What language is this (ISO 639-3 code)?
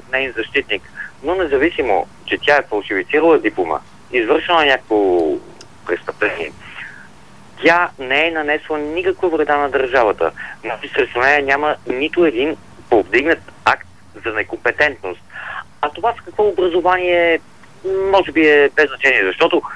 bul